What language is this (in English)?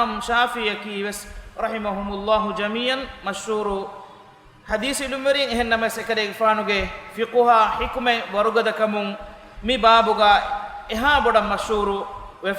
Divehi